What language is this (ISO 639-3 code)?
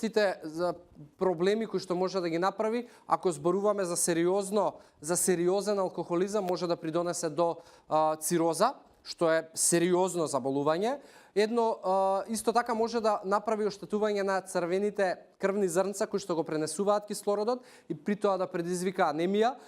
mkd